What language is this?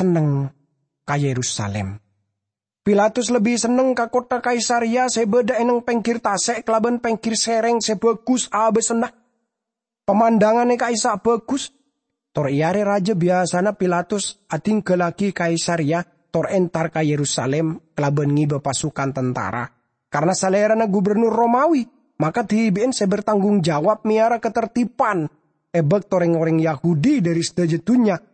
Madurese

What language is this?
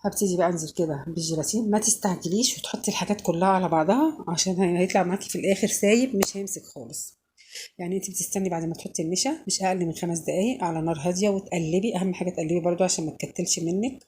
Egyptian Arabic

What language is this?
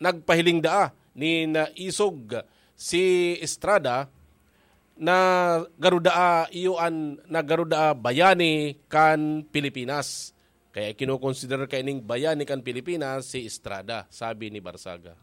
Bikol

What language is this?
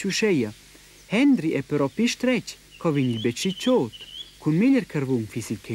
Romansh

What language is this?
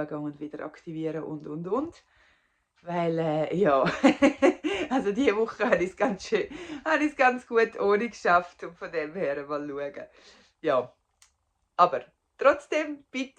Swiss German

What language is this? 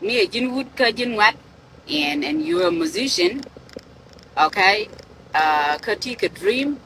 Nuer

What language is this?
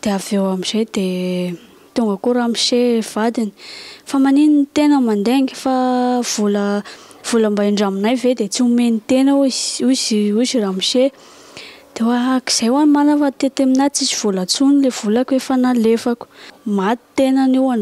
Malagasy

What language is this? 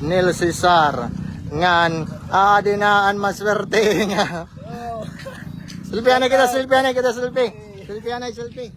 Waray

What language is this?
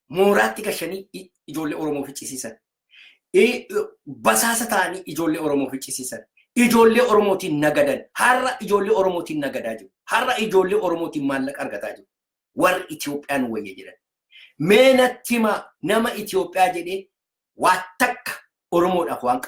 Oromo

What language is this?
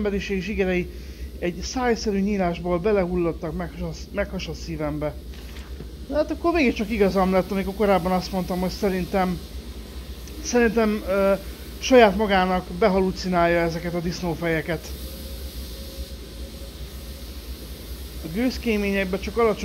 Hungarian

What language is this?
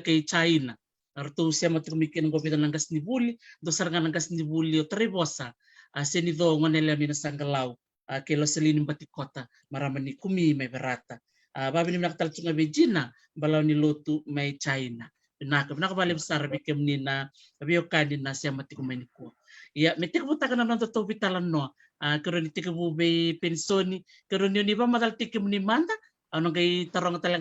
Fijian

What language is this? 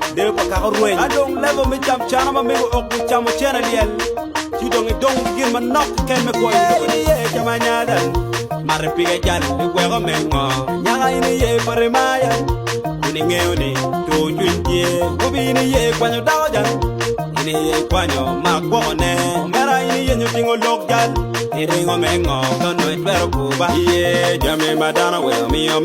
Acoli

